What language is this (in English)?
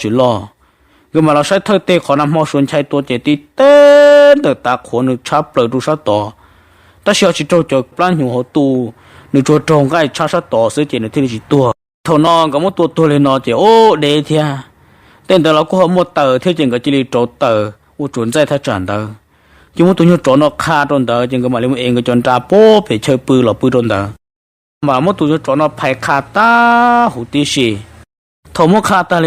Hmong